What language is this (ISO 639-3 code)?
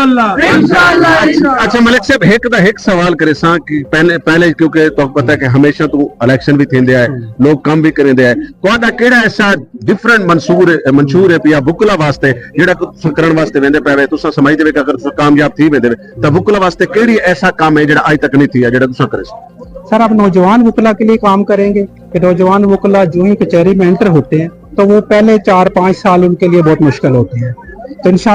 skr